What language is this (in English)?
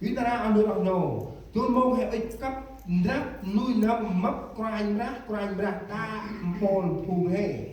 Central Mnong